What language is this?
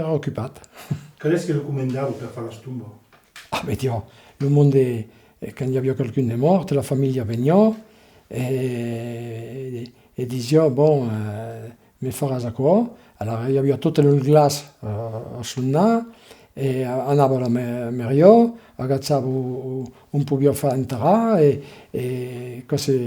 Occitan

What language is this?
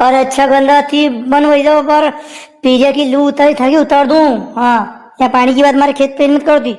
Rajasthani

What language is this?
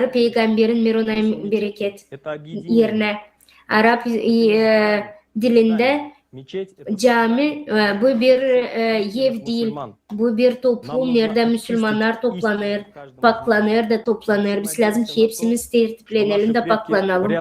Gagauz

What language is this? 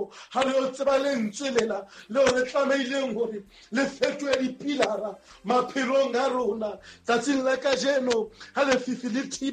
Southern Sotho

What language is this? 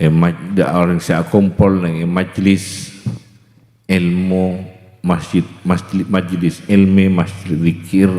Madurese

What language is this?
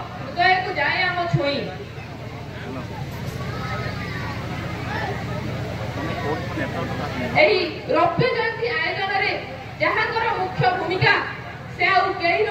Odia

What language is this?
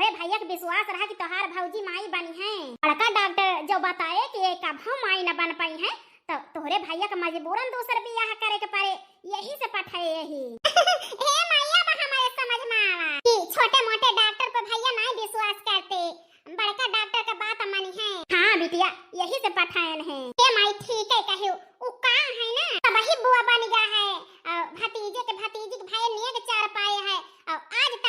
Awadhi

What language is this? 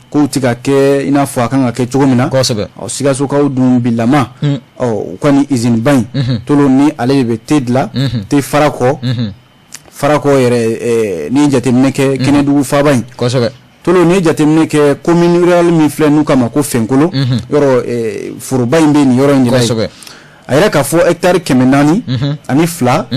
Bambara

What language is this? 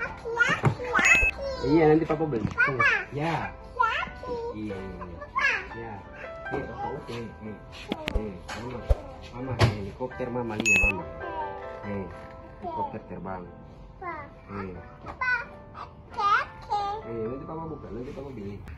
Ambonese Malay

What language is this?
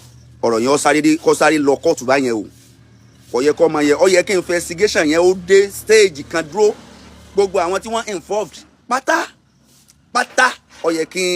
Yoruba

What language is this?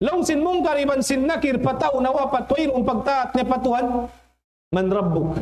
Tausug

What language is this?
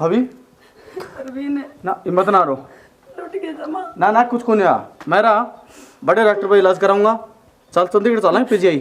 Haryanvi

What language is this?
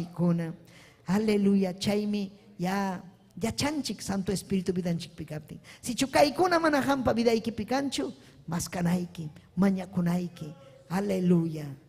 Ayacucho Quechua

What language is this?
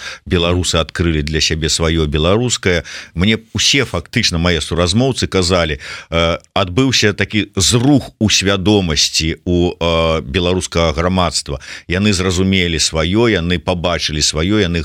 Belarusian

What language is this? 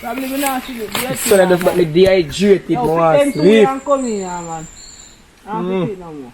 Jamaican Creole English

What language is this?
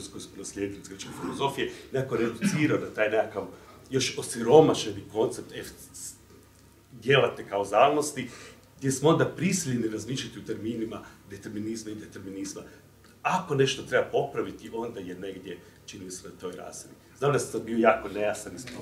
Croatian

